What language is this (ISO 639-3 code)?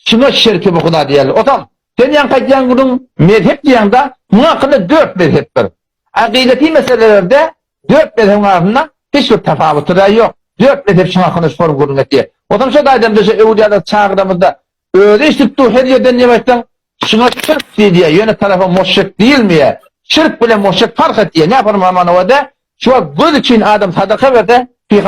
tuk